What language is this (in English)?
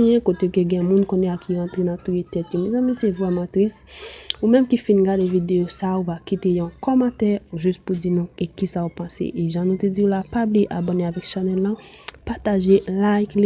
Haitian Creole